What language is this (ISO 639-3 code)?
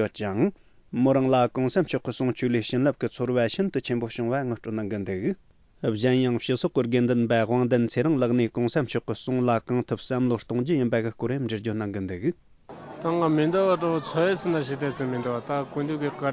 bod